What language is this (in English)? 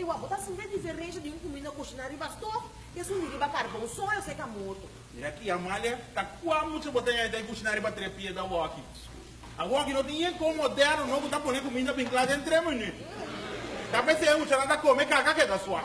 Papiamento